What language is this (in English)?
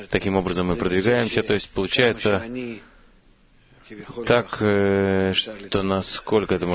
Russian